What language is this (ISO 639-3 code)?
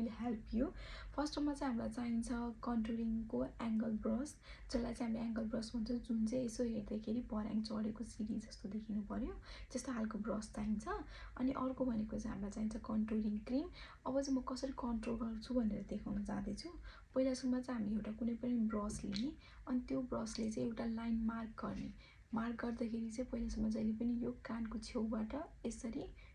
nep